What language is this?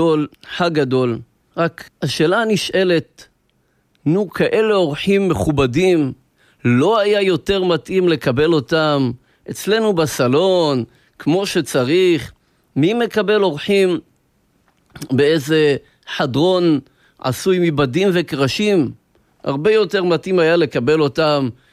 Hebrew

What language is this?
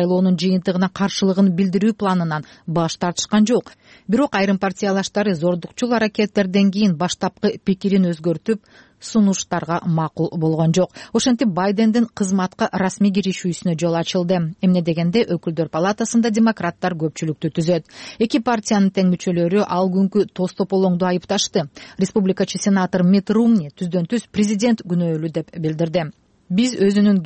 Kyrgyz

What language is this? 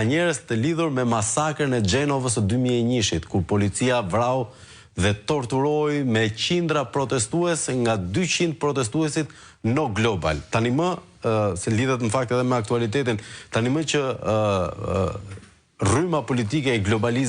Albanian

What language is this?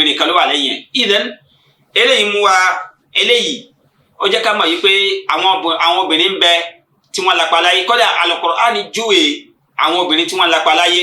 Yoruba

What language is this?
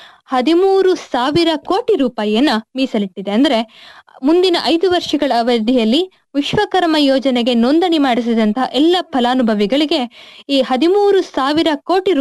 Kannada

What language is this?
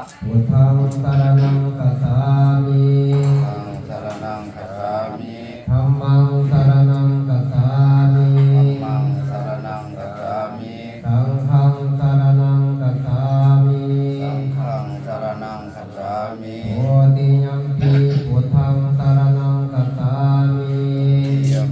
Pali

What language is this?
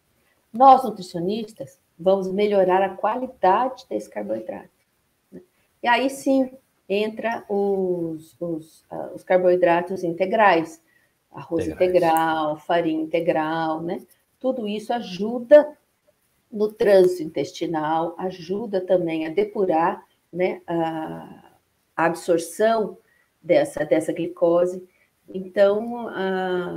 Portuguese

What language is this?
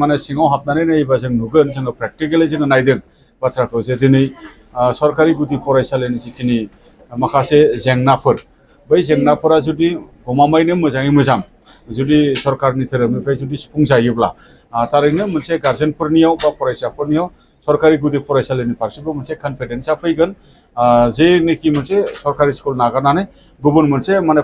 Bodo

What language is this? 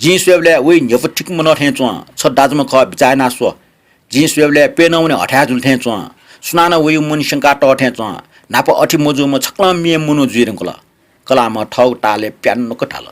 Newari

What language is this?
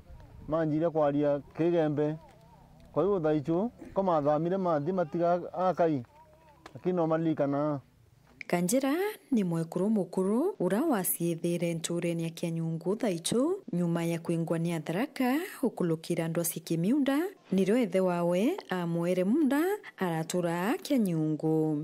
Meru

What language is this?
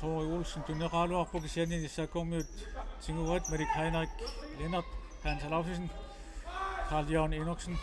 Kalaallisut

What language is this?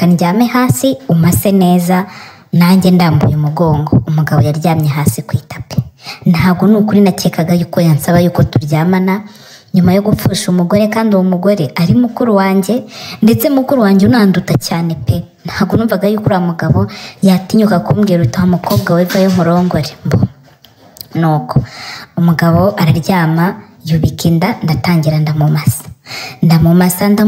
Kinyarwanda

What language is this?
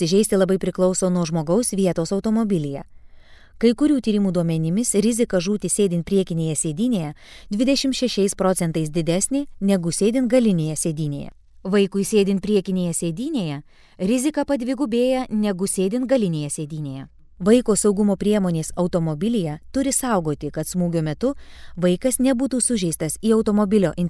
Lithuanian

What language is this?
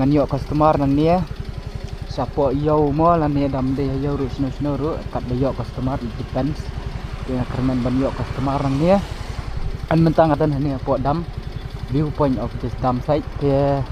Khasi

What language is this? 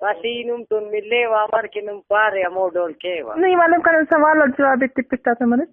Brahui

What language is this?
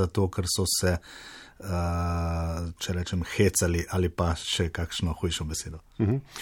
Slovenian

